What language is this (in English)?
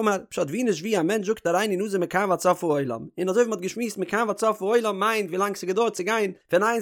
Yiddish